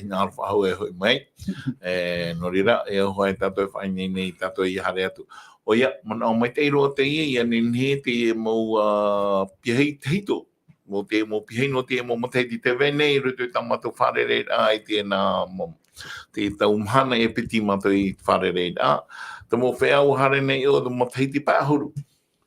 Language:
Tahitian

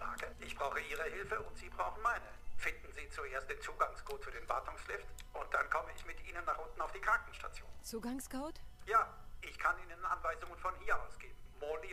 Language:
Bavarian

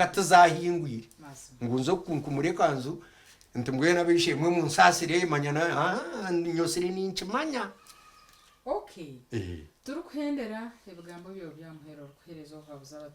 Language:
Nyankole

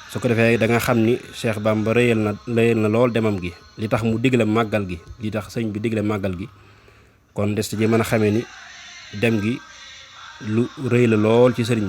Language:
Wolof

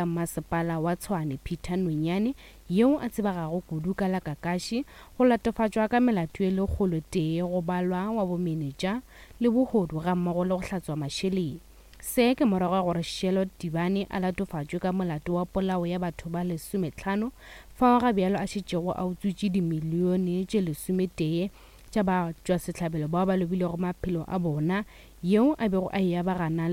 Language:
Northern Sotho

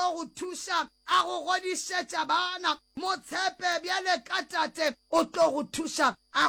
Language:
Northern Sotho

